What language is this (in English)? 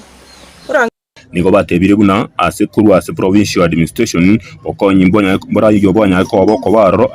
Gusii